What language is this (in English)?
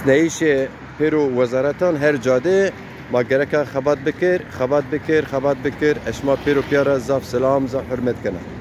Zaza